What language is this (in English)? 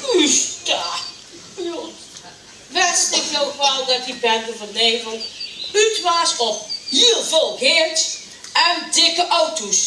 Limburgish